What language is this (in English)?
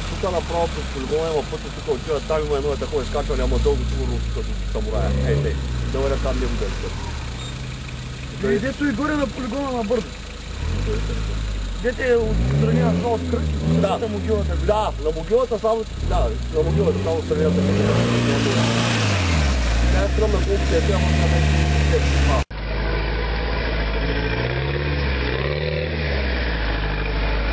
Bulgarian